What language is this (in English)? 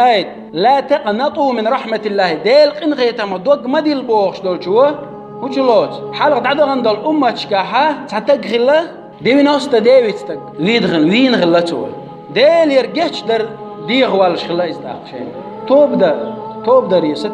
Chechen